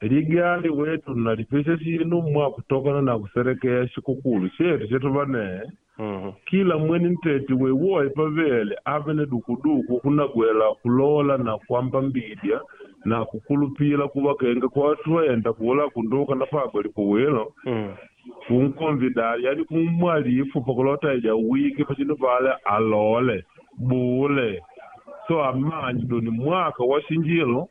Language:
Makonde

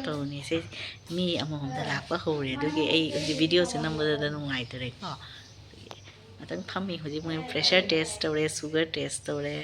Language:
Manipuri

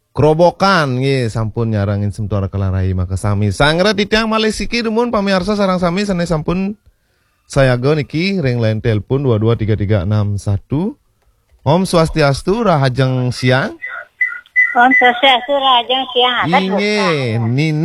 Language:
Balinese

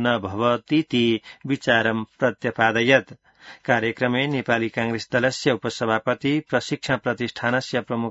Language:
Sanskrit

